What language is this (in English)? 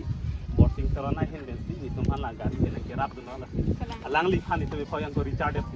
Karbi